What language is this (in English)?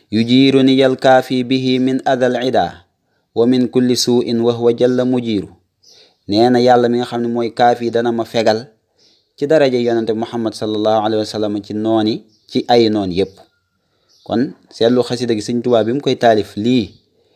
Wolof